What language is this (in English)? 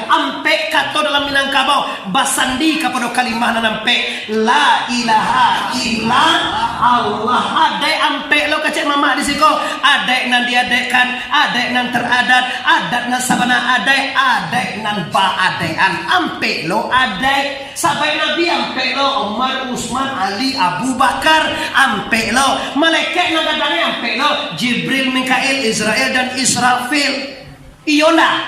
Minangkabau